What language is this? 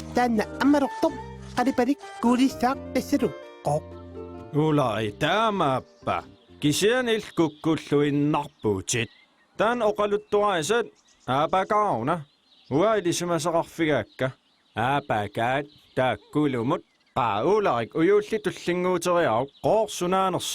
Kalaallisut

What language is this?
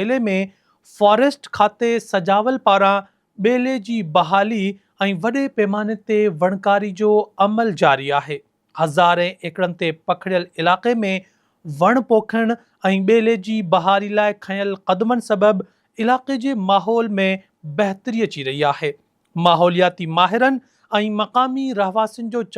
Sindhi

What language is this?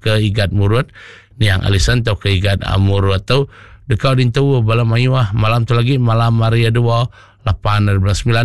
Iban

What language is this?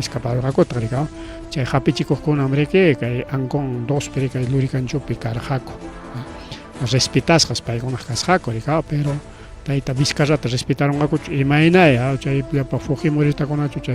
Ayacucho Quechua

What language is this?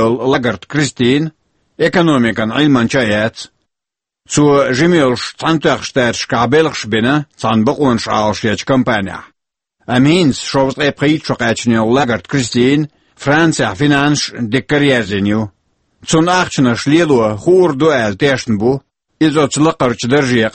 Chechen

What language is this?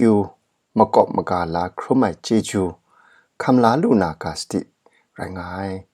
Kachin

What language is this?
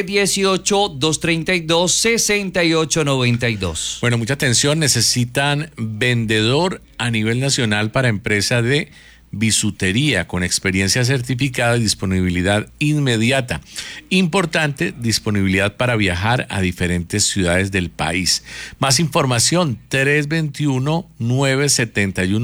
Spanish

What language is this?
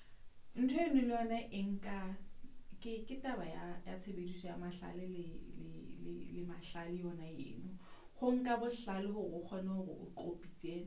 Southern Sotho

